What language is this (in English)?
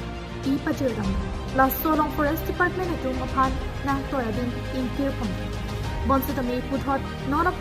Karbi